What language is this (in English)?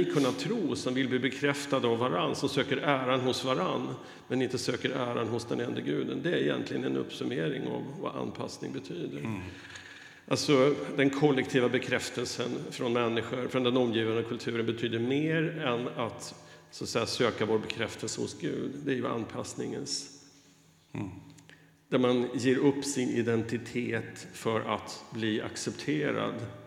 Swedish